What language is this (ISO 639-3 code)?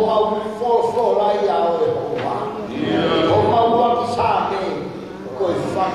ton